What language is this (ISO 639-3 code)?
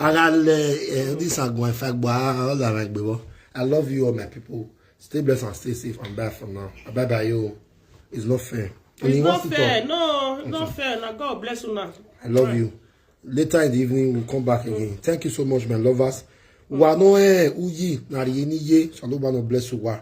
pcm